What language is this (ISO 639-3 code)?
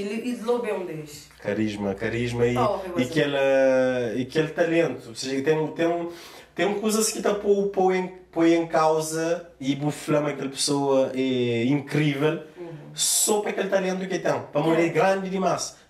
kea